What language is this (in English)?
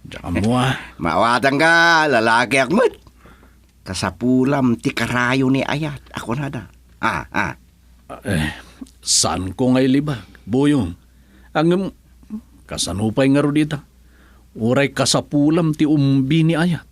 Iloko